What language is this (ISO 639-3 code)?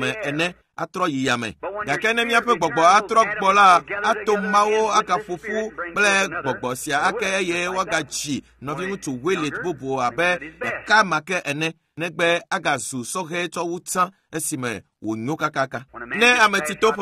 ewe